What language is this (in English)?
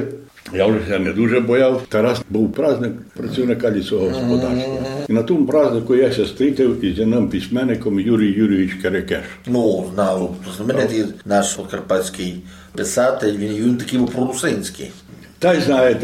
Rusyn